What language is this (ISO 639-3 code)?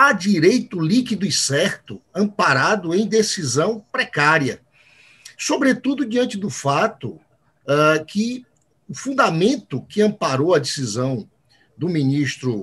por